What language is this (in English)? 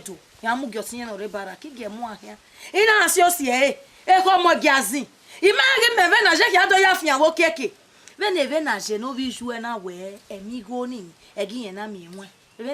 Bini